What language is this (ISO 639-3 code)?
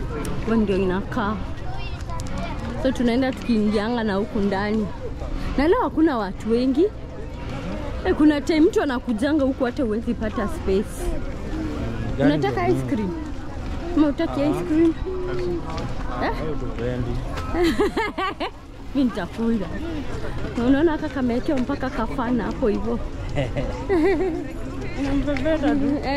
swa